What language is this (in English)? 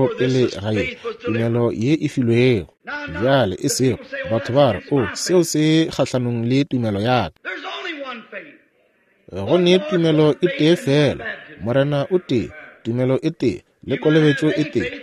Northern Sotho